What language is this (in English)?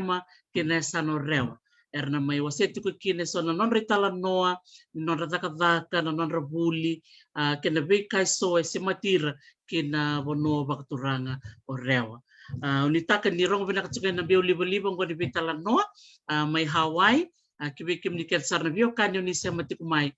Fijian